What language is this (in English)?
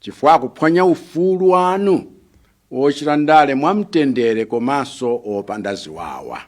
Nyanja